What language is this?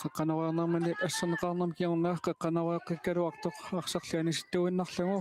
Kalaallisut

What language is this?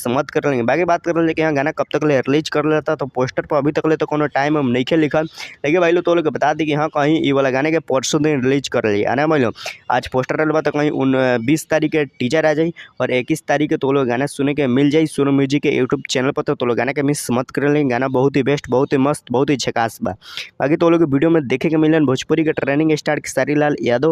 Bhojpuri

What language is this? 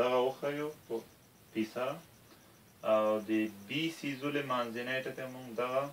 Pashto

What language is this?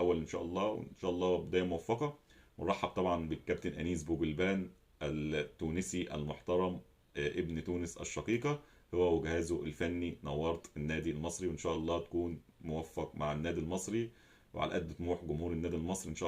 Egyptian Arabic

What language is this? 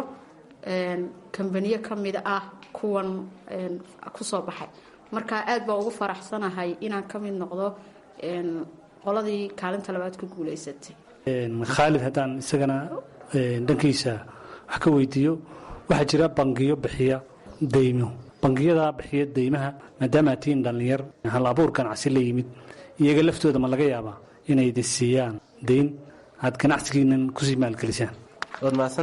Somali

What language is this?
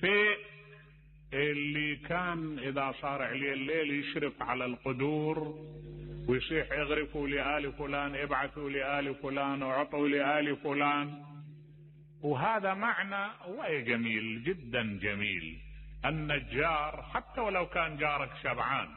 Mesopotamian Arabic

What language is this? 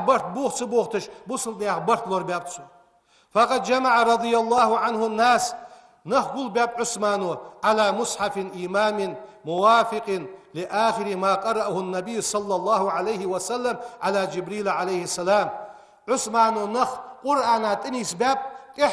Ingush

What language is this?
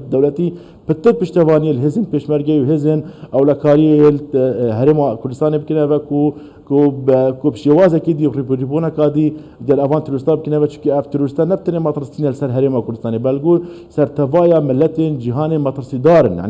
Kurdish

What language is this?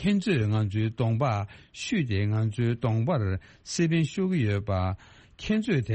Tibetan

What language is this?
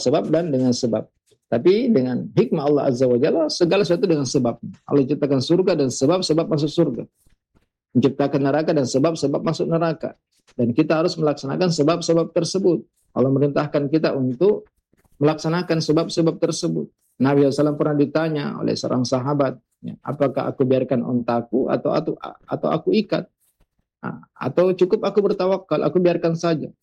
Indonesian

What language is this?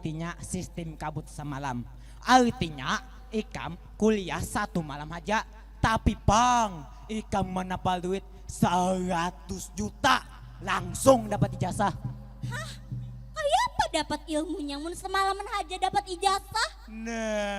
Banjar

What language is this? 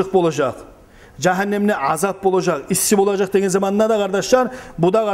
Kumyk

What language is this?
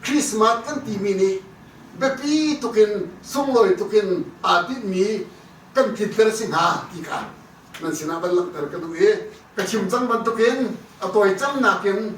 Hakha Chin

